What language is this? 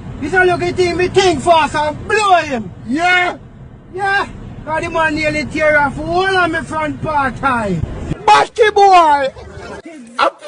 Jamaican Creole English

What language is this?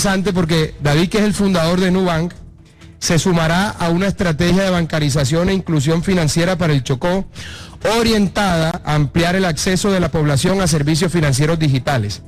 Spanish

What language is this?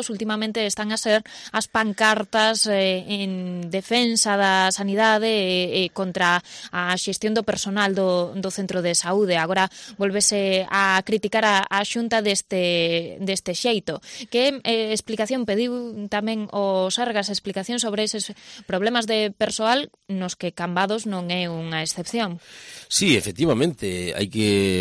Galician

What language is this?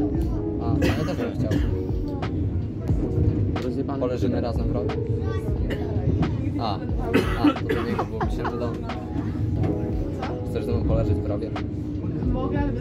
Polish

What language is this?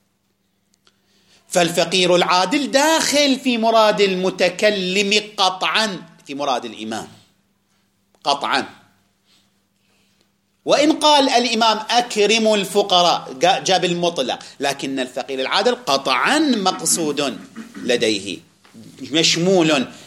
Arabic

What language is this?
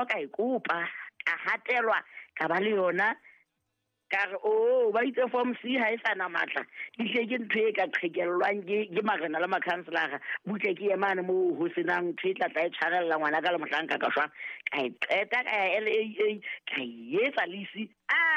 Southern Sotho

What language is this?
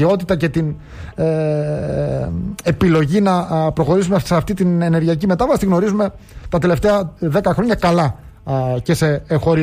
Greek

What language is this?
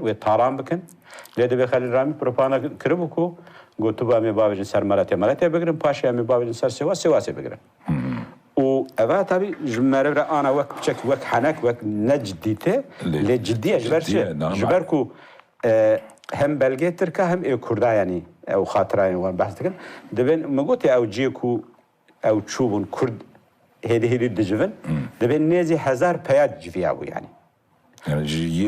Kurdish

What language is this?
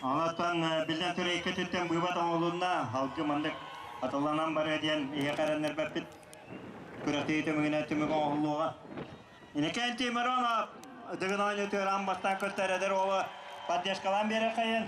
Yakut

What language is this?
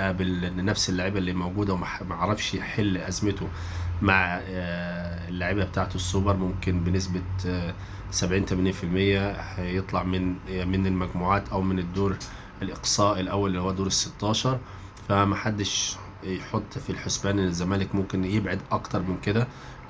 Egyptian Arabic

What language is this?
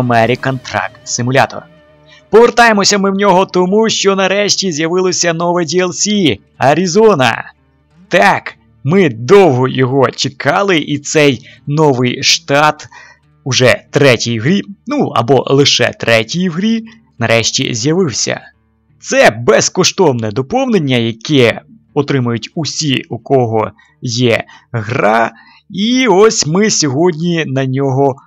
Ukrainian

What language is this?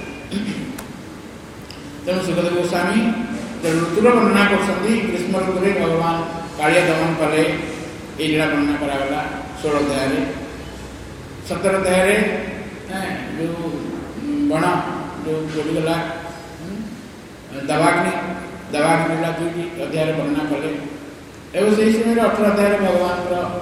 Odia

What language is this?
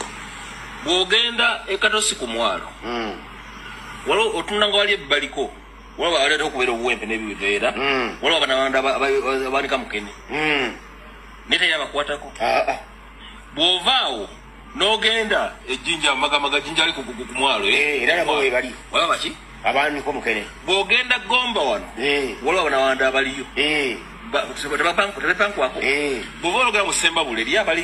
Ganda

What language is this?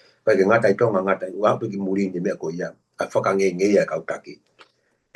Tongan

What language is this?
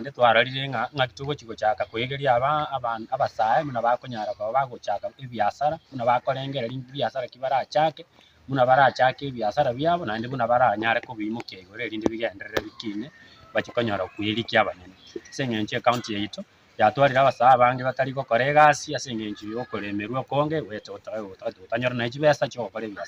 Gusii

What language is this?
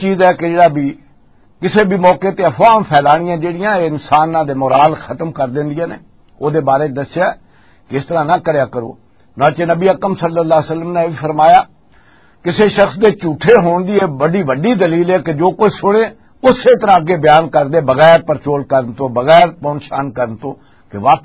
Western Panjabi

